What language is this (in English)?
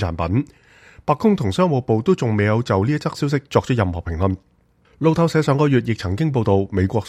Cantonese